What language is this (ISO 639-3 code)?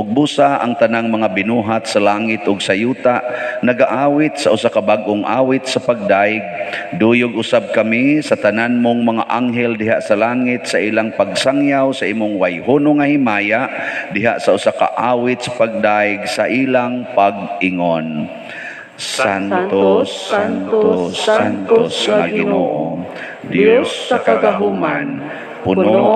ceb